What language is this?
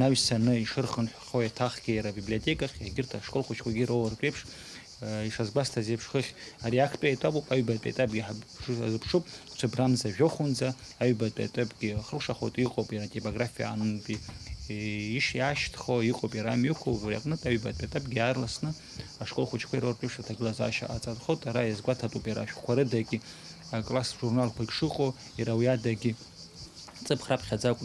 Abkhazian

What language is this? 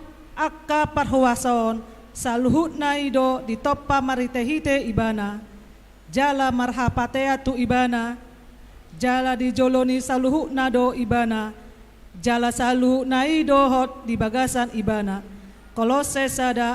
Batak Toba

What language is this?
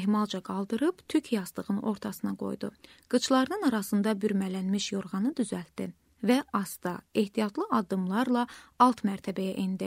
Azerbaijani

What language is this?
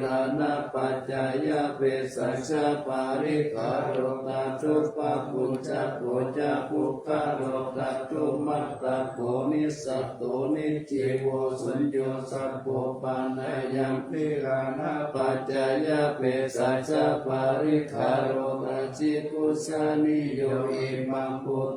Pali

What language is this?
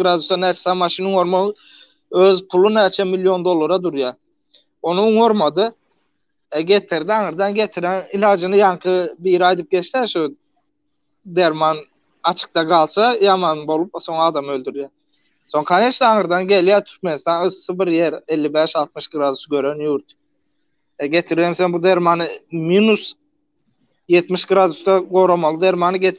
Turkmen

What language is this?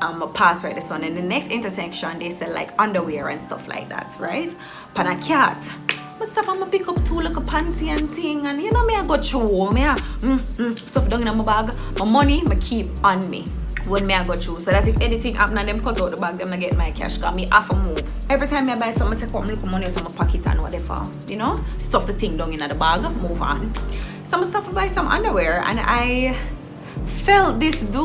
Jamaican Creole English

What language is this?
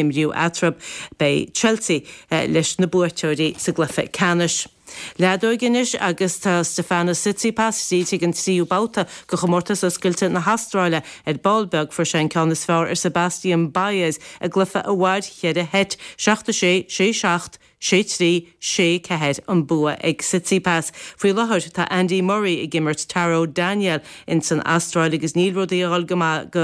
Irish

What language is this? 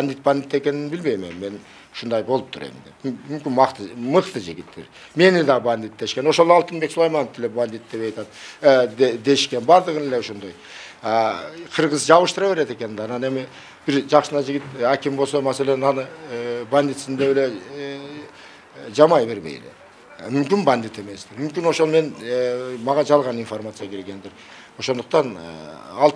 Kyrgyz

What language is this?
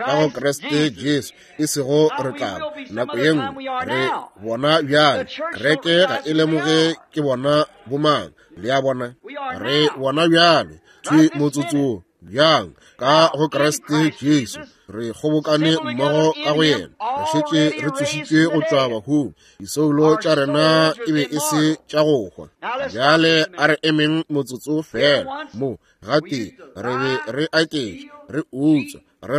Northern Sotho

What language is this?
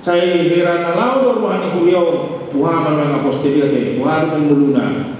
Batak Toba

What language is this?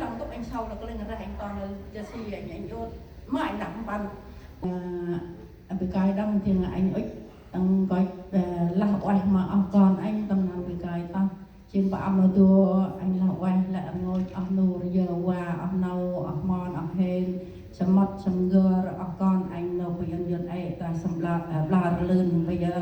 Central Mnong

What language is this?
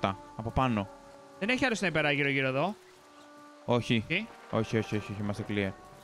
Greek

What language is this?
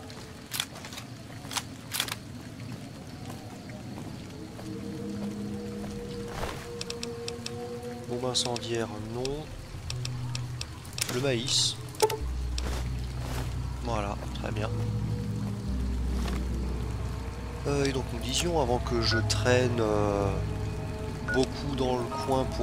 French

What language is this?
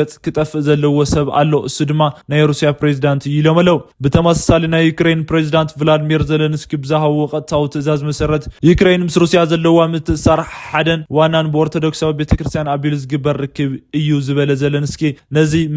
Tigrinya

